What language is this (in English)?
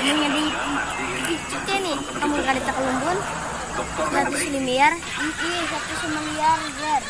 Banjar